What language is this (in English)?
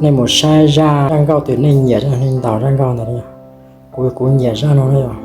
Hmong